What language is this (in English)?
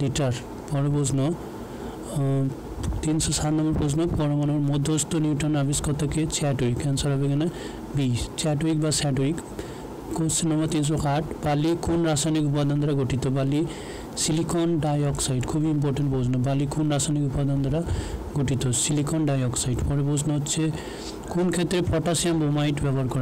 Bangla